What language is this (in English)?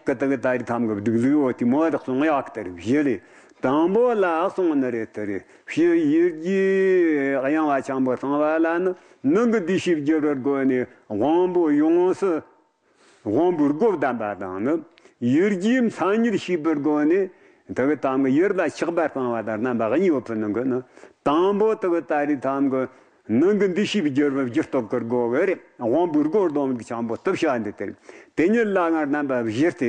Tibetan